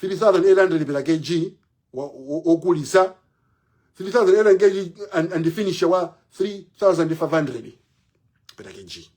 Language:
Nyanja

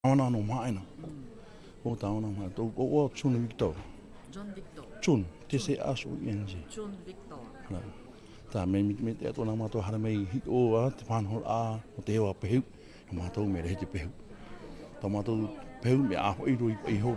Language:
Tahitian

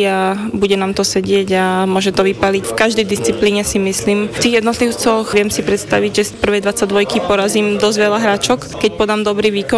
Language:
Slovak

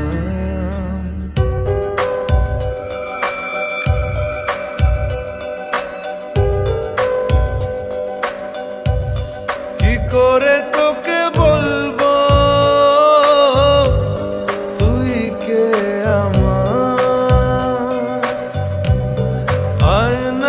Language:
Bangla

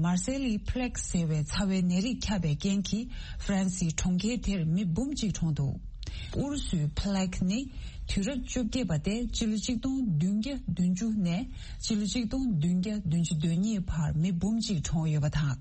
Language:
Tibetan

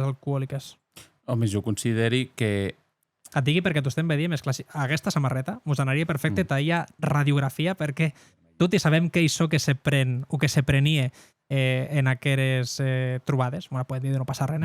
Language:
Occitan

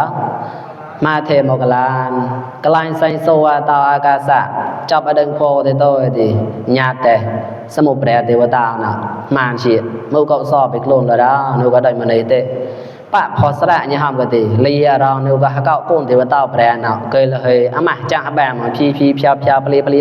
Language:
Mon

